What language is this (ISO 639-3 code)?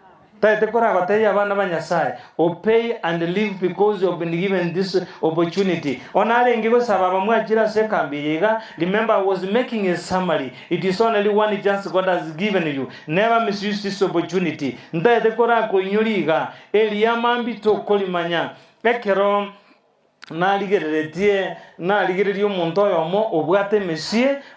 guz